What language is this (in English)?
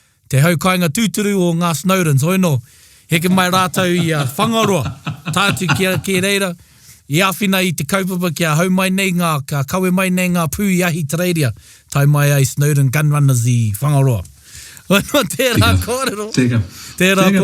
Māori